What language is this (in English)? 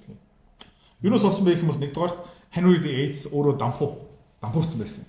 Mongolian